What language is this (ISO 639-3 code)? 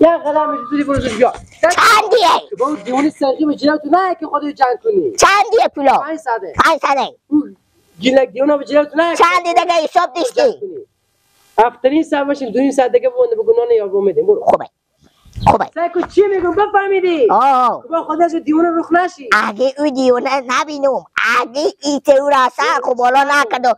fas